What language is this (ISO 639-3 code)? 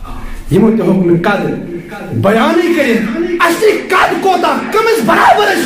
kas